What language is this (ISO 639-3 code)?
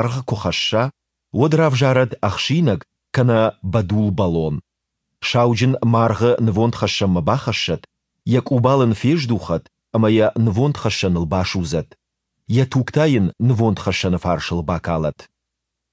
oss